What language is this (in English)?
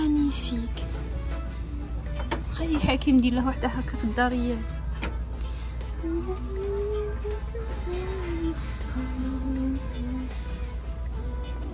Algerian Arabic